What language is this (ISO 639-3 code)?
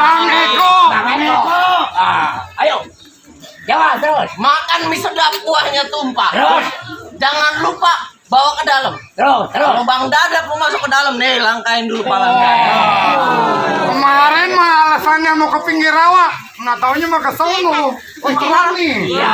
bew